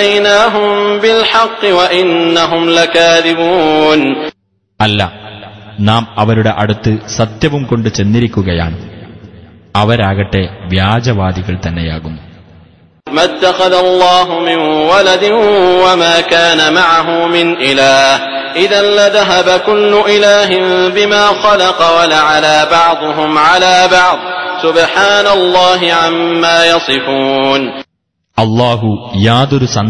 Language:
Malayalam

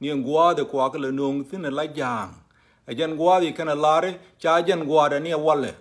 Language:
Nuer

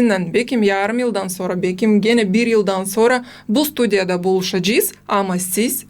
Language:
Gagauz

